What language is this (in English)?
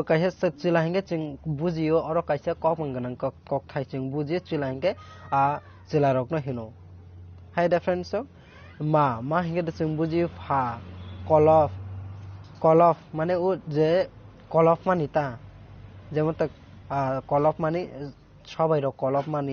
Kok Borok